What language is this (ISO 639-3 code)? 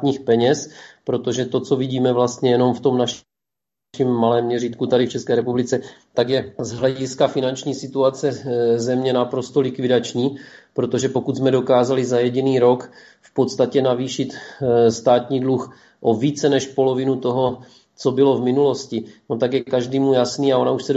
ces